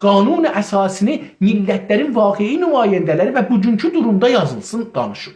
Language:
South Azerbaijani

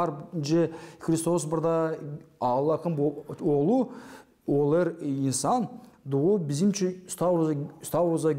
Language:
Gagauz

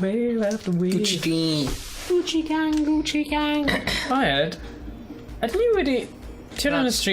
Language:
Welsh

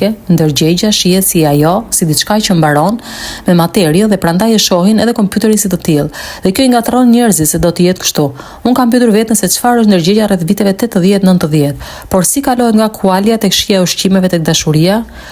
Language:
Albanian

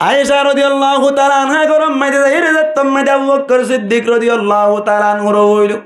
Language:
Rohingya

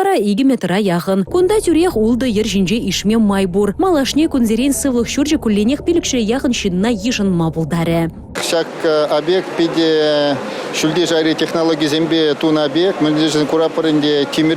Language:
Chuvash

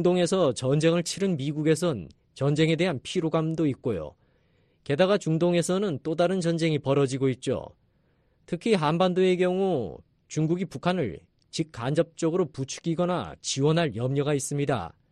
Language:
Korean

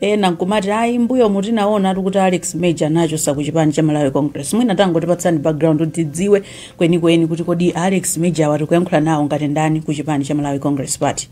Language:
Nyanja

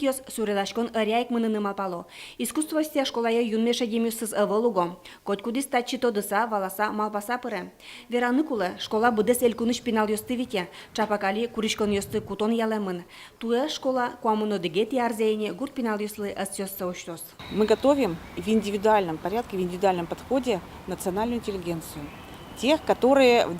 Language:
Udmurt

